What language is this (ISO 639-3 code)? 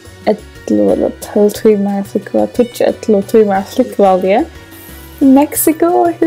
fao